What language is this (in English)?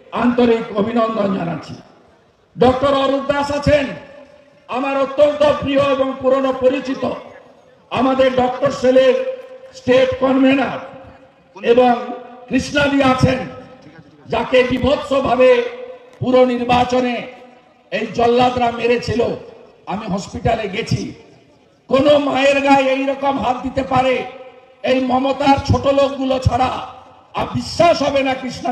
Bangla